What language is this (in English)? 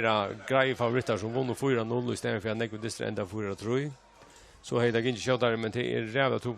Faroese